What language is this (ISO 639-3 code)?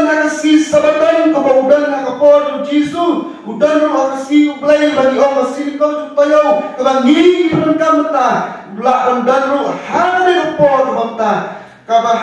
kha